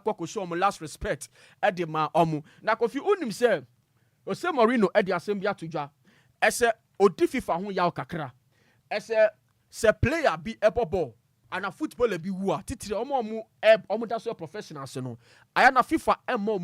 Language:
Akan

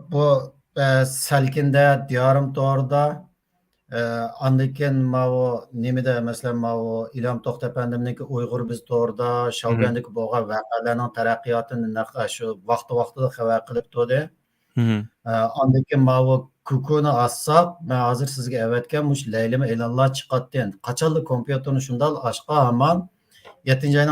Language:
Uyghur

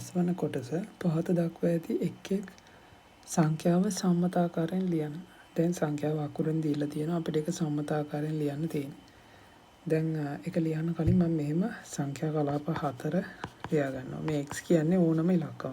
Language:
Sinhala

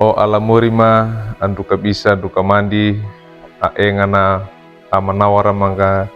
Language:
Wejewa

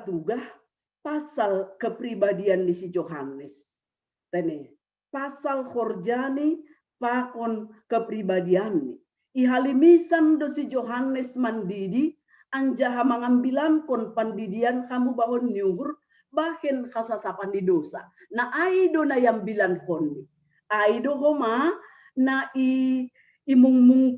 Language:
Batak Simalungun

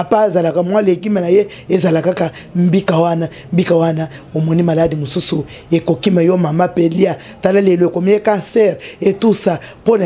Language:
Lingala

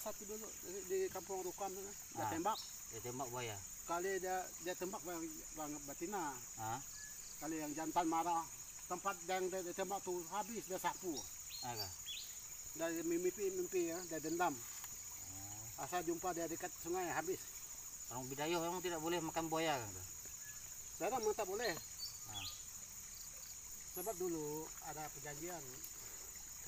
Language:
Malay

